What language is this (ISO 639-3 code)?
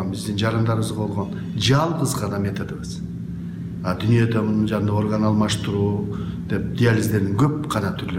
kir